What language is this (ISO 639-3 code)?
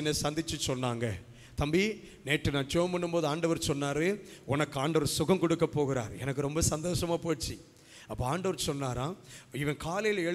tam